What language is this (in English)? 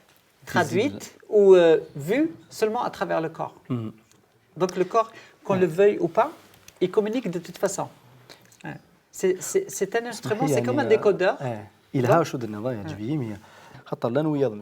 Kabyle